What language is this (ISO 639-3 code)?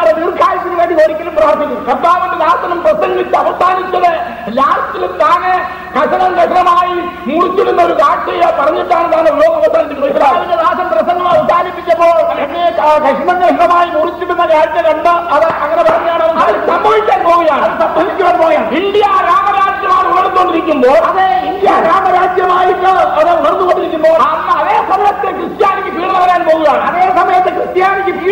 mal